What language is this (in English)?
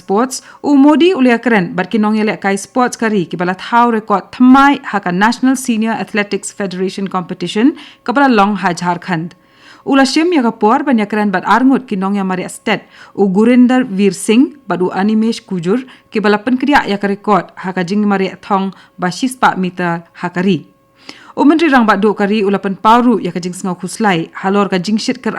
Khasi